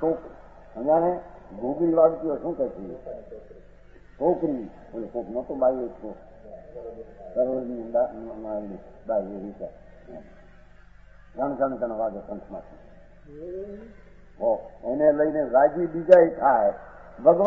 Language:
Gujarati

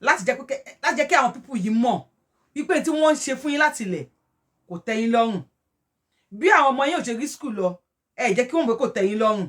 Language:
Yoruba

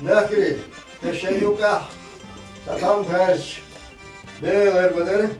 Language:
Chechen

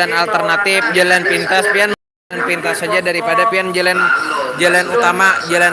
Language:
Banjar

